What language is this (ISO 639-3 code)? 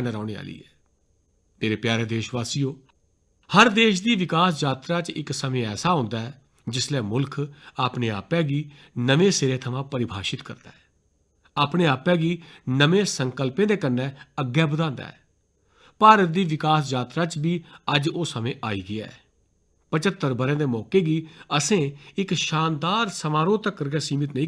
doi